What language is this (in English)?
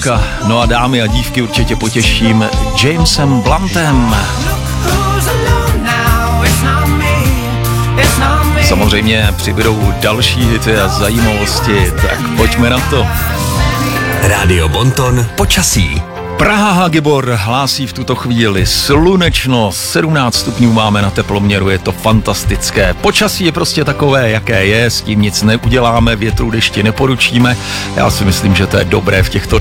Czech